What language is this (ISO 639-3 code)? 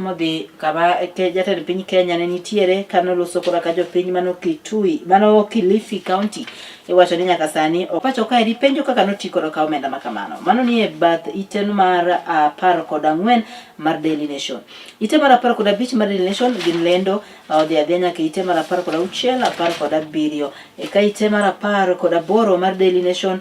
luo